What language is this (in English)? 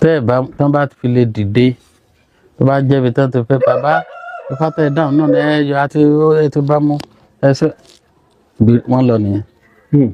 Yoruba